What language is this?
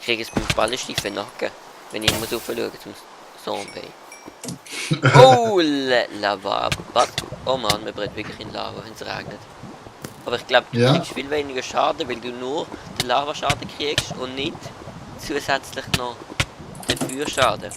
Swiss German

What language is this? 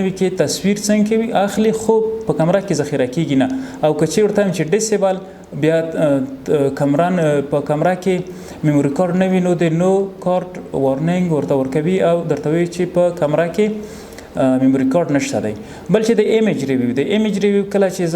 Pashto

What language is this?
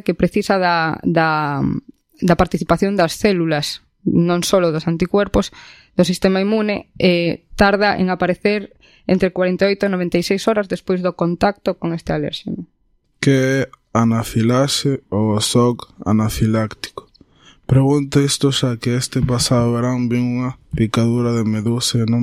Galician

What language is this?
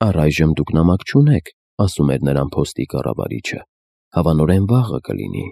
Armenian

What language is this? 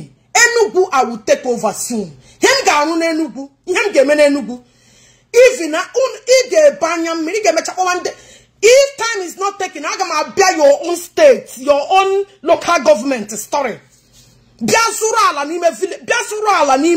Igbo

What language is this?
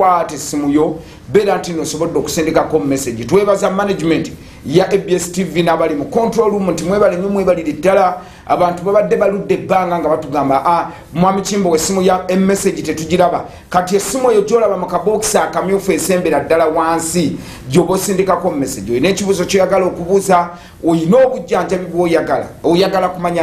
Ganda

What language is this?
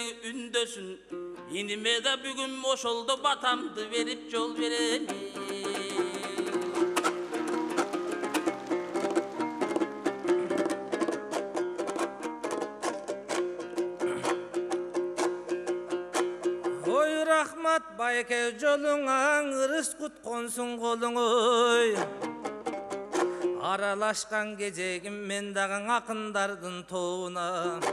Kyrgyz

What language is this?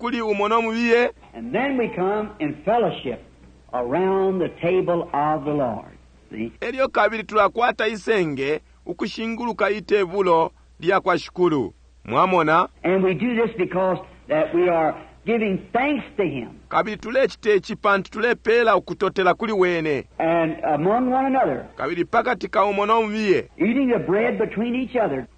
Bemba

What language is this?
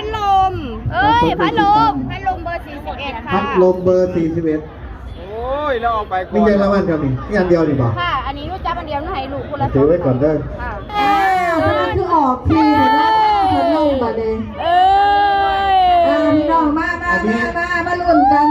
Northeastern Thai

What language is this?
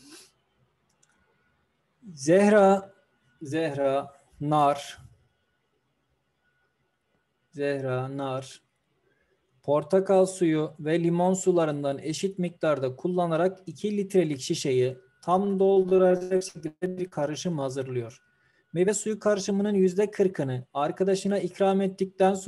Turkish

